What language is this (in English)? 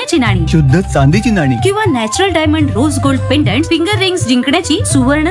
Marathi